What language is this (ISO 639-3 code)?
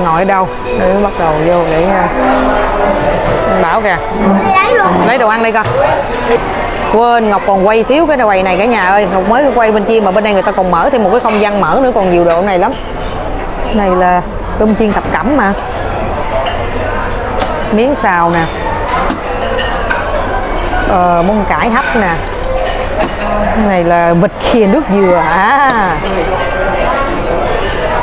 vie